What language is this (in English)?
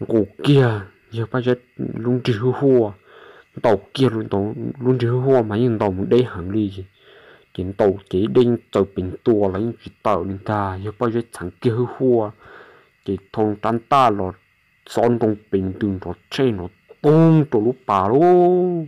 Hmong